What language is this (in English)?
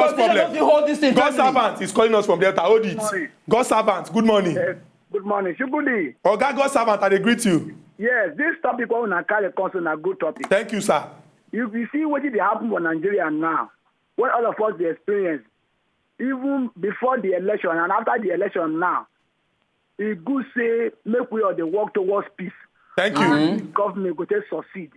Nigerian Pidgin